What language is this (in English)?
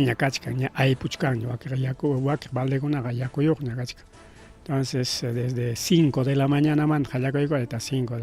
Ayacucho Quechua